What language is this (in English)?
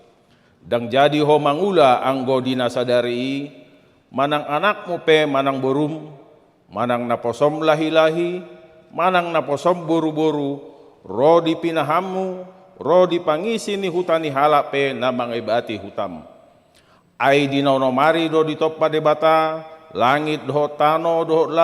Batak Toba